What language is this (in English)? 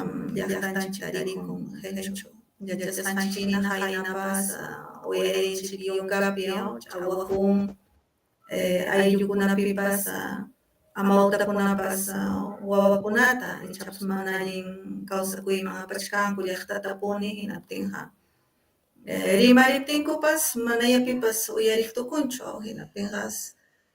Ayacucho Quechua